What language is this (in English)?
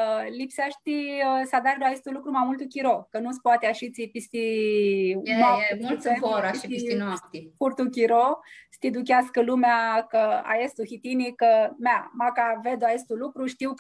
Aromanian